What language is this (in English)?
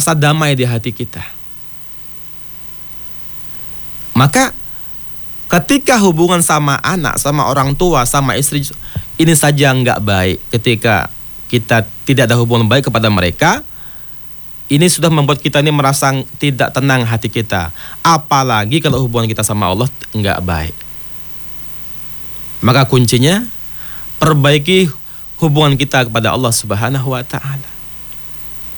Indonesian